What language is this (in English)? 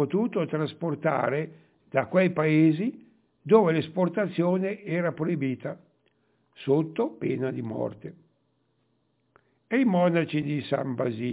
Italian